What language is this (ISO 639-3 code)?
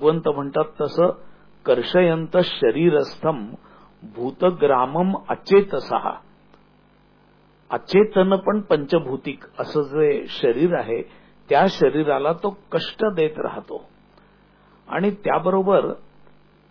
mar